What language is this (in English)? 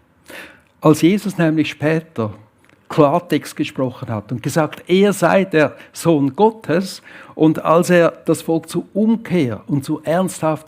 Swiss German